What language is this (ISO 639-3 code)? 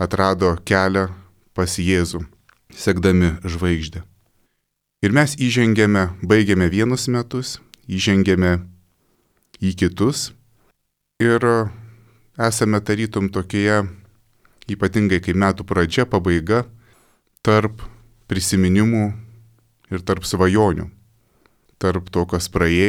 lit